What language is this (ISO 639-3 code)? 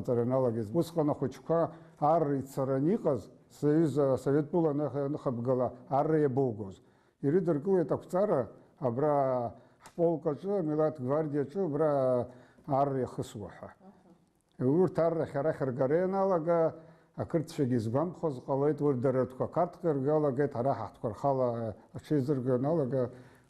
abk